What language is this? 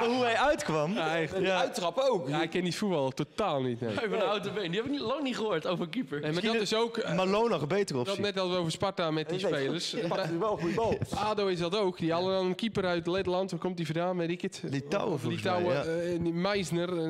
Dutch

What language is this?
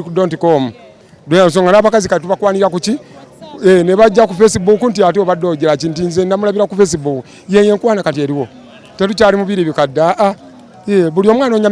Ganda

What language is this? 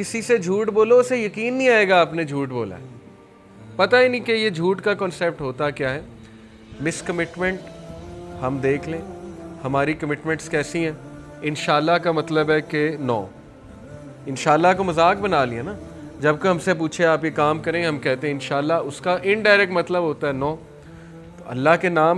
Urdu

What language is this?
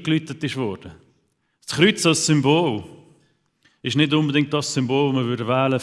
Swiss German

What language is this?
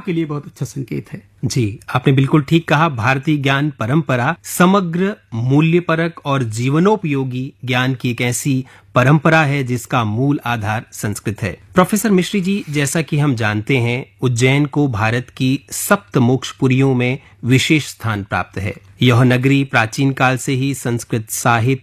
Hindi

